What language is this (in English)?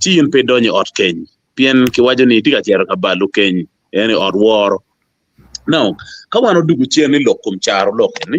Acoli